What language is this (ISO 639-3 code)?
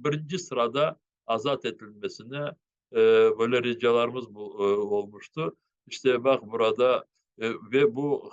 crh